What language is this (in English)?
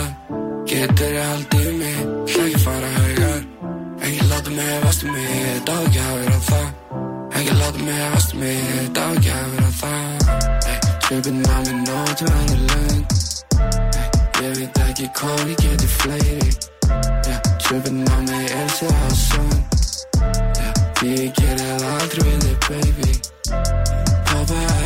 Icelandic